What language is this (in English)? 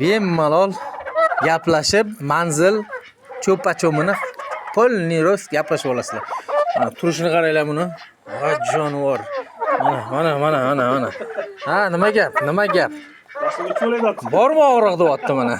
Uzbek